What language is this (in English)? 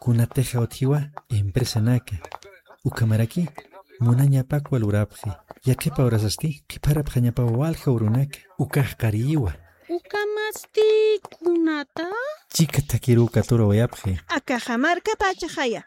Aymara